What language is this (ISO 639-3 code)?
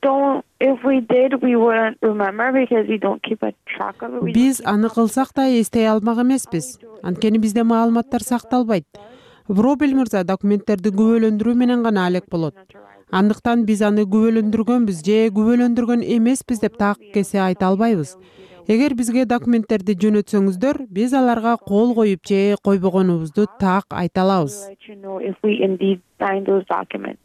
kir